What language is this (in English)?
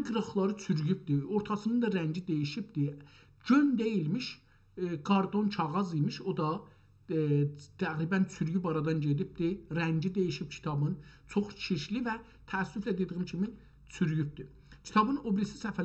South Azerbaijani